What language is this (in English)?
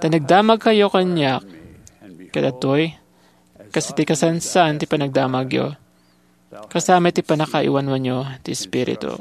Iloko